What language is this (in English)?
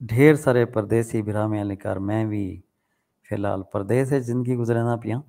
Saraiki